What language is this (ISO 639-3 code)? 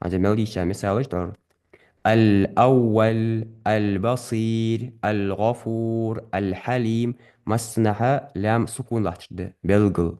inh